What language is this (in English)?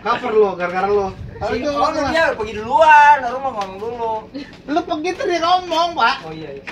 Betawi